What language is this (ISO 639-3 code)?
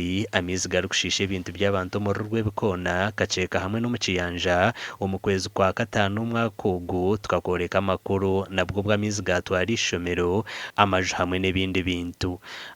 nyn